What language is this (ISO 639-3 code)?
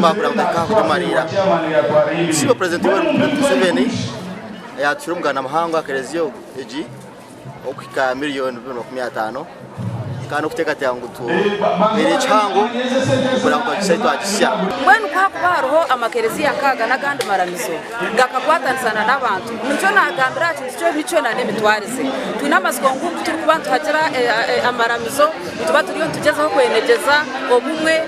nyn